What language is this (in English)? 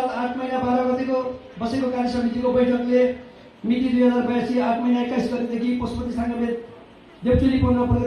Nepali